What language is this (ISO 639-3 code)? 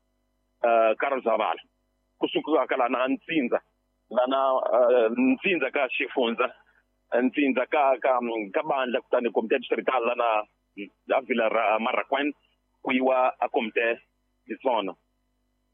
tso